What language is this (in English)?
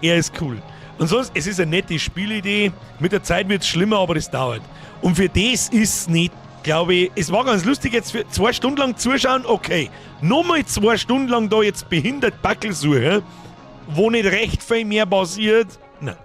Bavarian